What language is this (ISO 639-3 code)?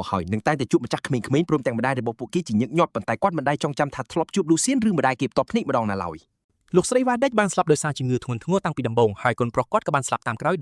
khm